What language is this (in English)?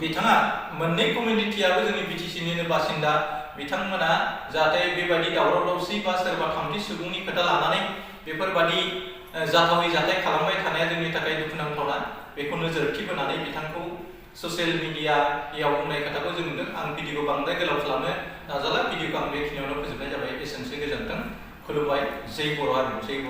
Bodo